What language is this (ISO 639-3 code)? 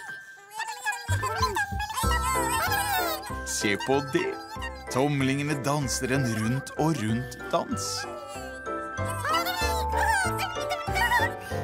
nor